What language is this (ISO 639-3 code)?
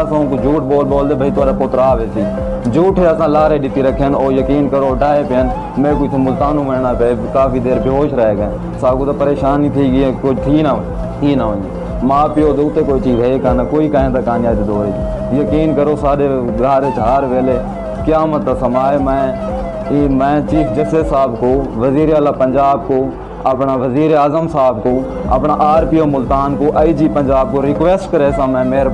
skr